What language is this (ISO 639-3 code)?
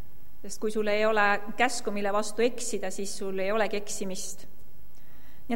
est